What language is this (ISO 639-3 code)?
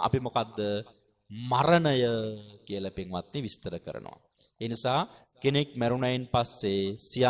sin